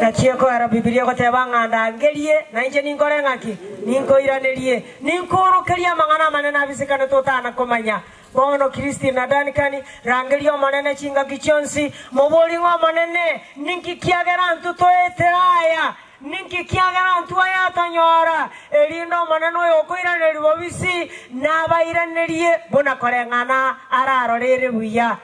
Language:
Gusii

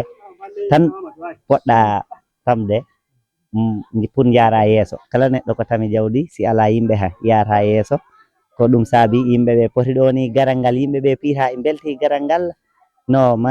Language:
Fula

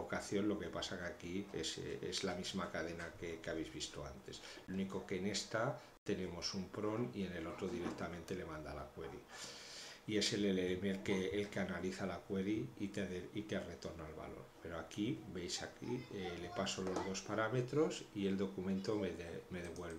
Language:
Spanish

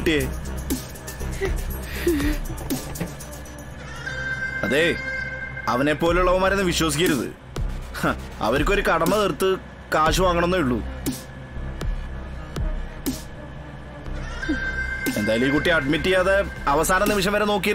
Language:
Malayalam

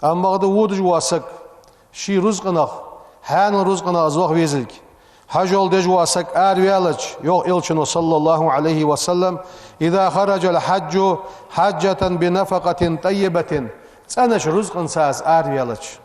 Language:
Ingush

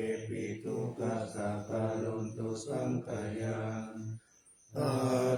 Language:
Pali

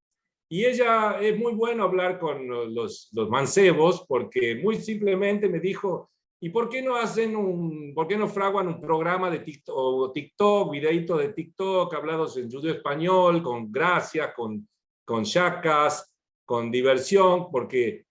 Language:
Ladino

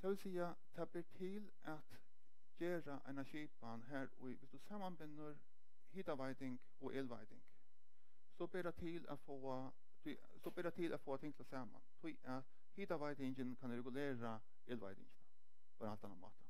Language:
Faroese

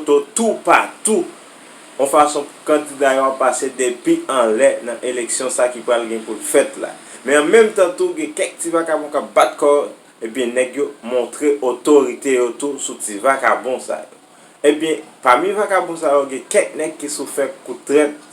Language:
Haitian Creole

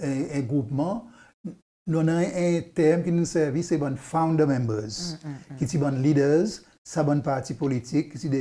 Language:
Seselwa Creole French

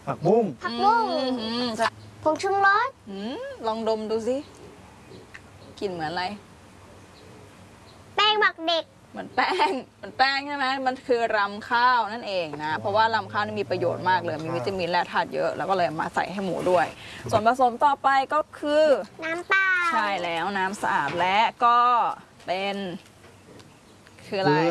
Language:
Thai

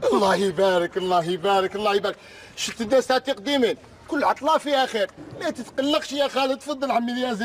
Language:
Algerian Arabic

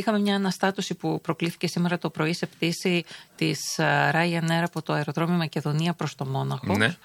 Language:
Greek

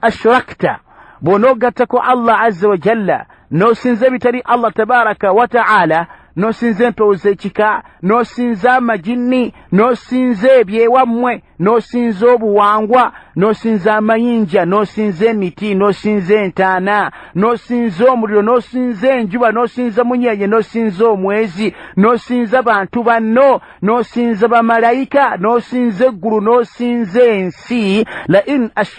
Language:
Ganda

